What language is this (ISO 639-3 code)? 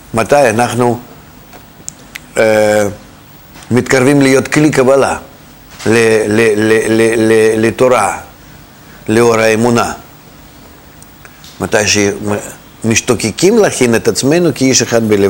heb